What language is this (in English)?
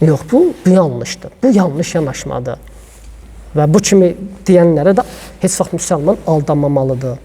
Azerbaijani